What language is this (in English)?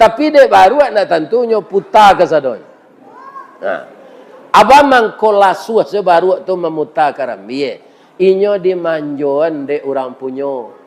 Minangkabau